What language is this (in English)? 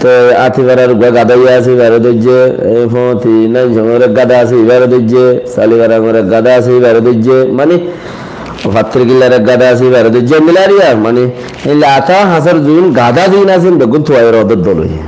Rohingya